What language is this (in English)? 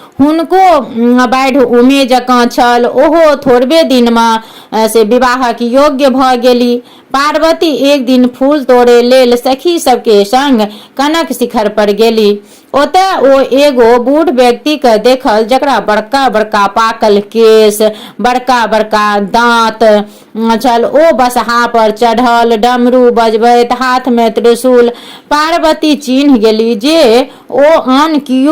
Maithili